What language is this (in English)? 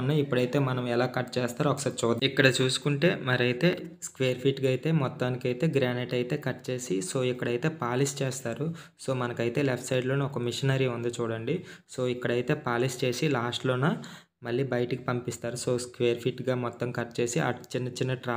Telugu